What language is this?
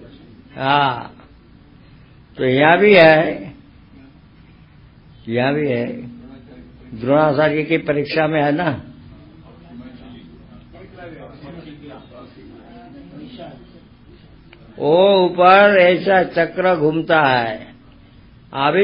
Hindi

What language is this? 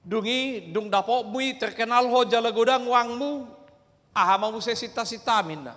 Batak Toba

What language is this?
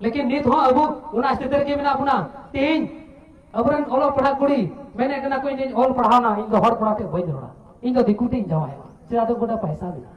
Santali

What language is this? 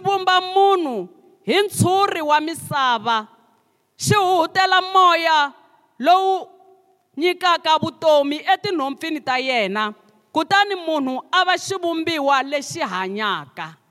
Tsonga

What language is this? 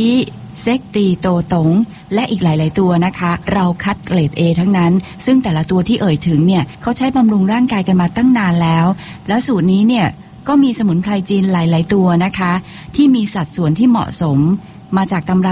Thai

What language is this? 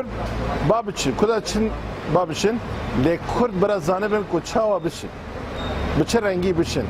Kurdish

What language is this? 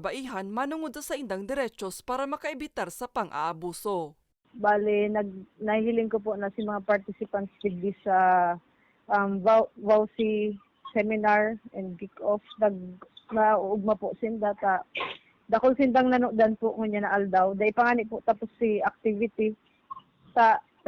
Bikol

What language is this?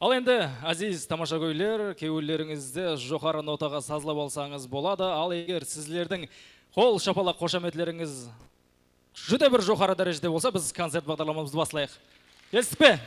Kara-Kalpak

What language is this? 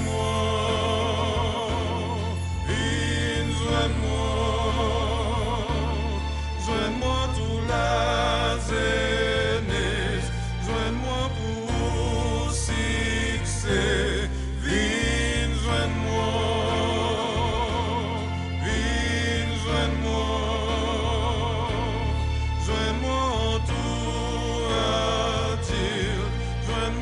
Seselwa Creole French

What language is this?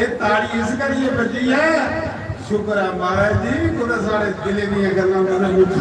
Dogri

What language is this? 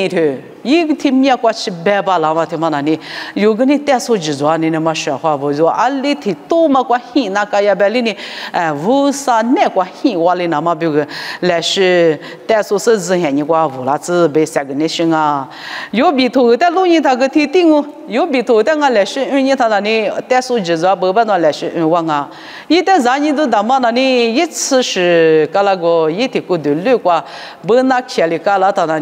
Lisu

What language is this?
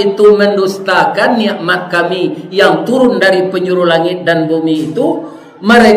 Minangkabau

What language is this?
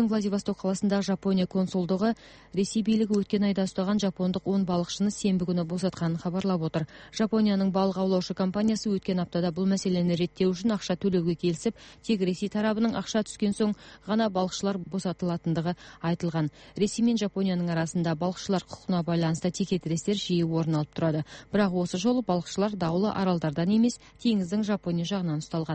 Kyrgyz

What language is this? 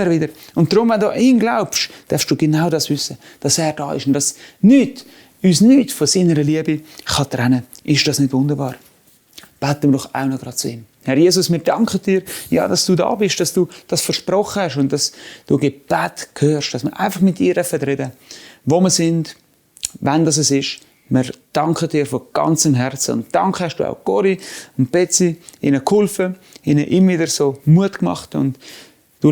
Swiss German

